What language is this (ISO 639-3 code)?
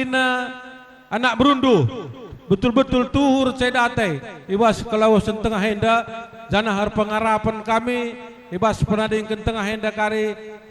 btx